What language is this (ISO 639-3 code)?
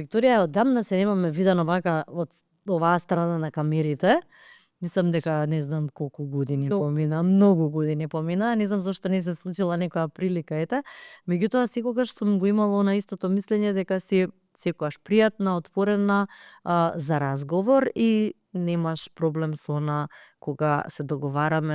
mkd